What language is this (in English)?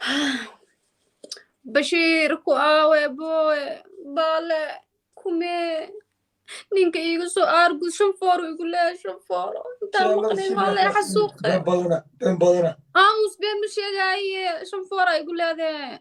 Somali